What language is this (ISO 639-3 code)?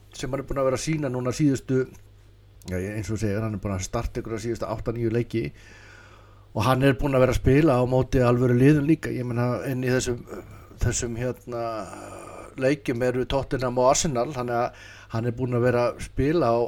isl